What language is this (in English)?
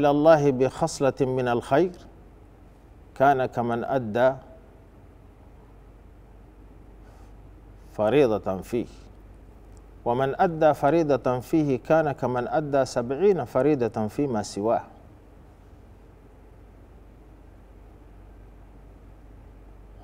Arabic